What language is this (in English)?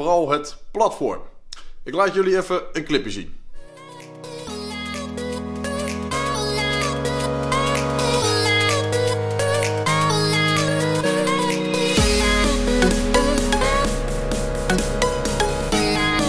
Dutch